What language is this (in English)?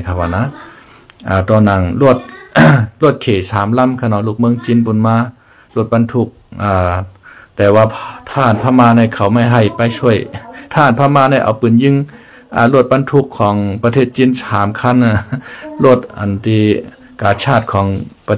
Shan